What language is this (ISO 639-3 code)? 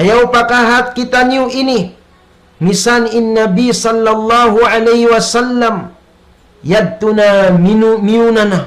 tsg